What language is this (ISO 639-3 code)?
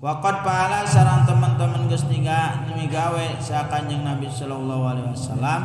sun